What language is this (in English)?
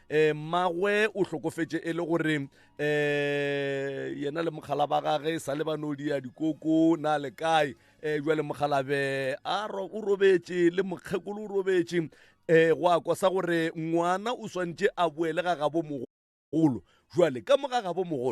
Northern Sotho